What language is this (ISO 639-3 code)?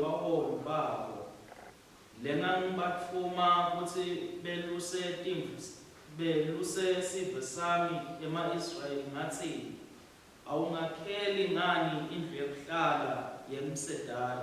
ssw